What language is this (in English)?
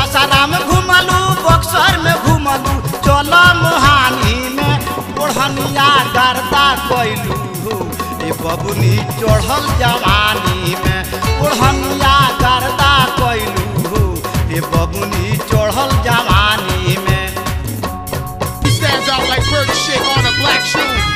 Bhojpuri